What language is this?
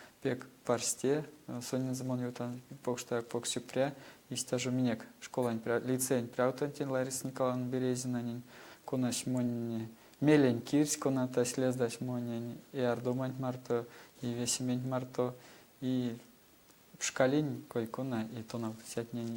Erzya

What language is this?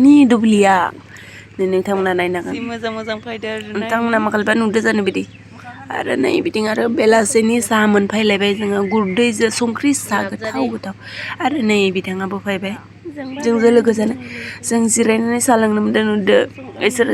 Bodo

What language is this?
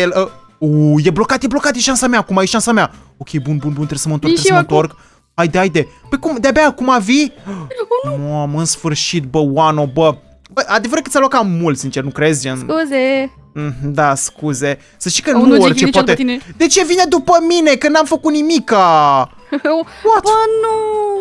Romanian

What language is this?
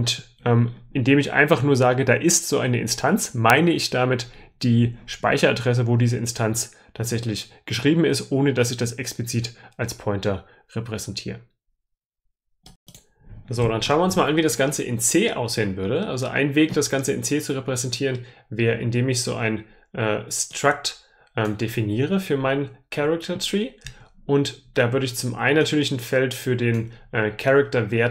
German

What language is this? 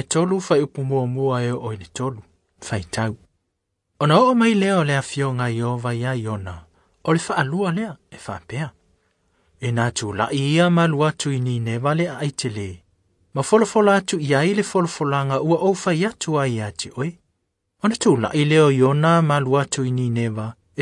Samoan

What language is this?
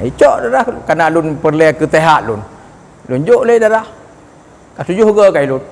Achinese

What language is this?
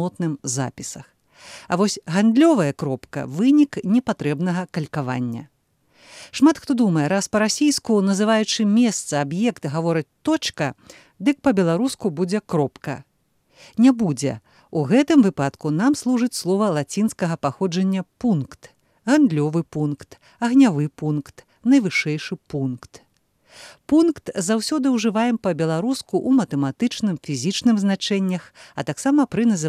Belarusian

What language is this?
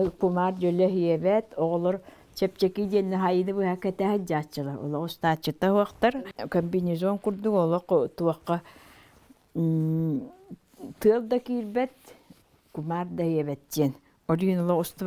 Yakut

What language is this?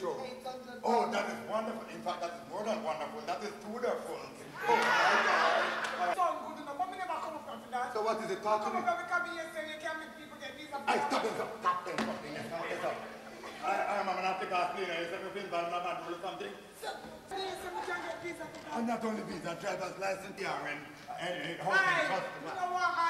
Jamaican Creole English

